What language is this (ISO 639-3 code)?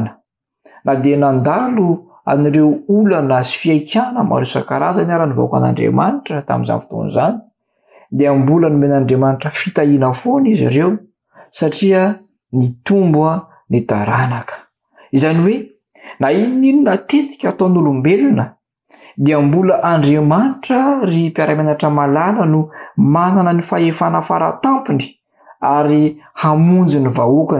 mlg